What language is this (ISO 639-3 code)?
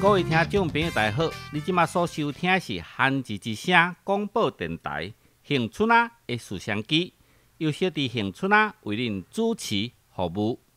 nan